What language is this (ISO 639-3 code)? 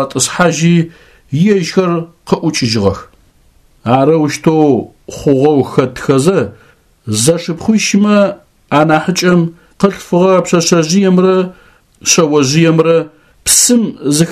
ady